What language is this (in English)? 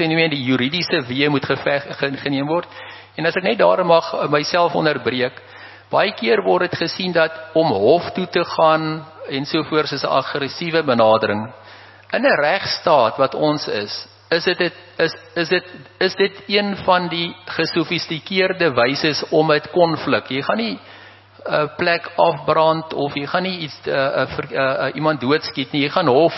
Afrikaans